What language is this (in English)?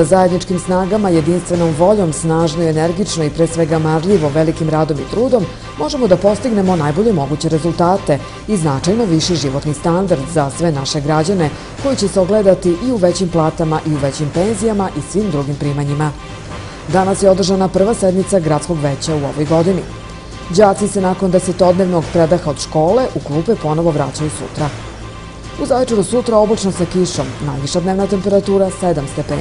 Serbian